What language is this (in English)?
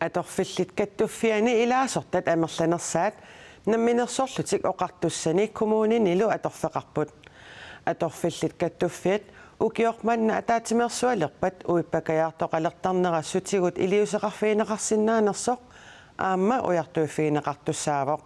Kalaallisut